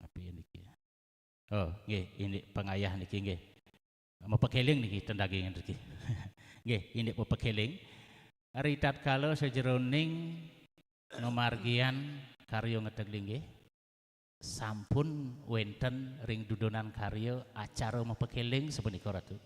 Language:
Balinese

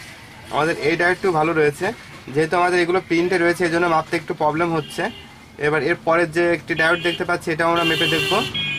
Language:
Bangla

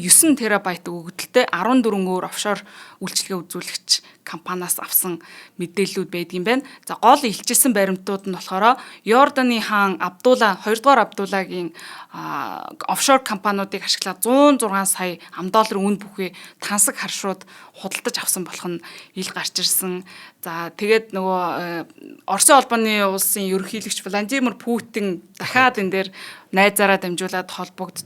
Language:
Mongolian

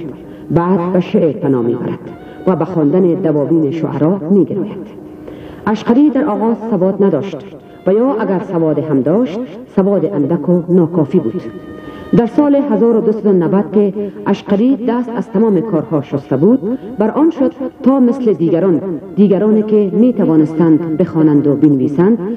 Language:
Persian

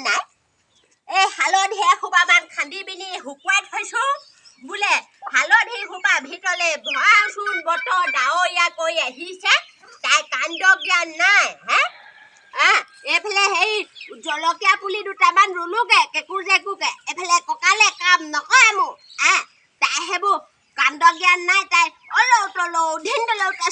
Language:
Assamese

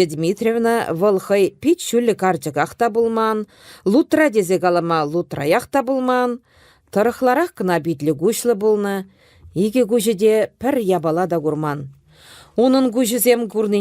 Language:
Chuvash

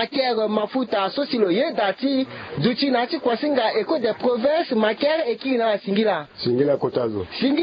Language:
Sango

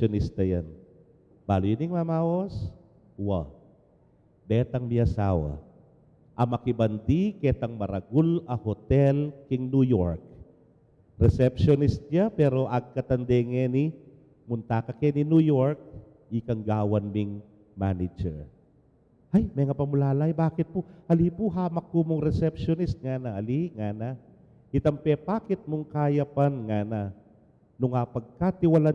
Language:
Pampanga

